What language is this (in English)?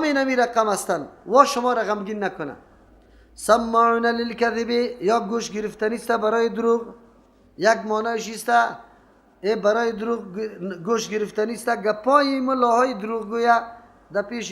Persian